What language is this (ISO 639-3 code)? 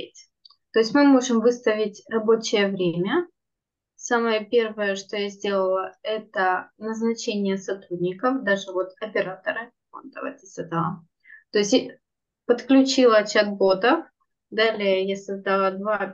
rus